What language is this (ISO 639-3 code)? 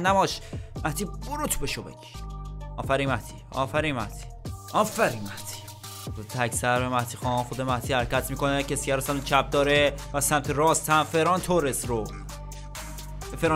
fas